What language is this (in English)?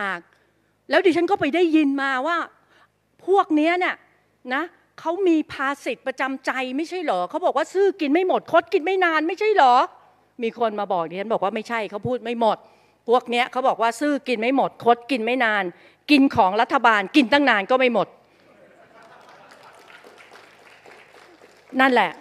Thai